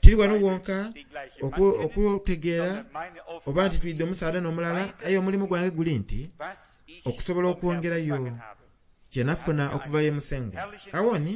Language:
Soga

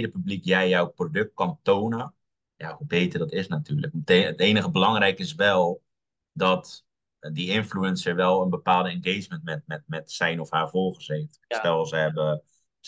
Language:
Dutch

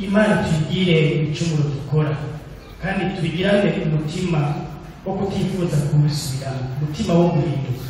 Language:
Rundi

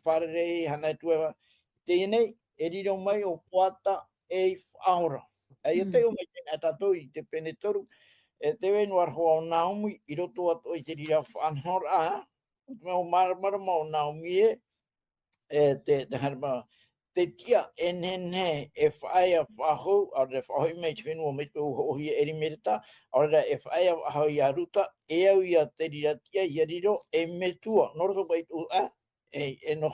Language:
Tahitian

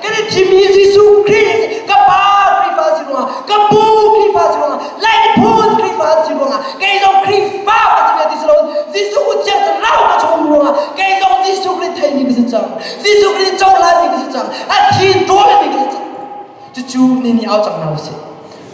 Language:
Hakha Chin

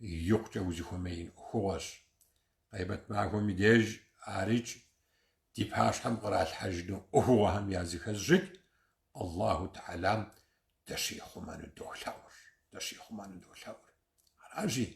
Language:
Kabardian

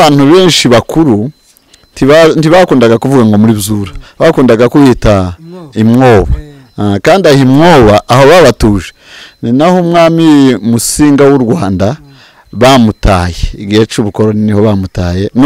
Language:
Kinyarwanda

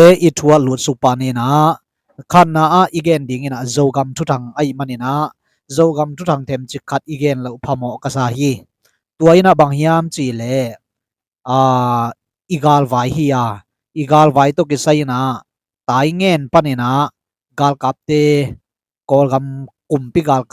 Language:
Tedim Chin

